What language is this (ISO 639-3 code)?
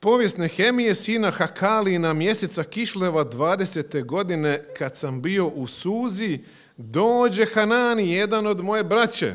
hrv